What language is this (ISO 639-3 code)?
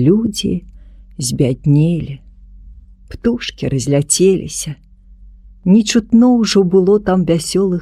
bel